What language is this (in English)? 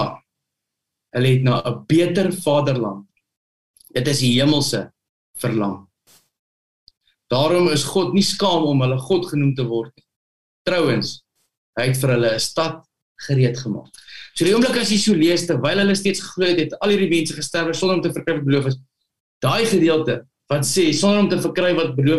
Afrikaans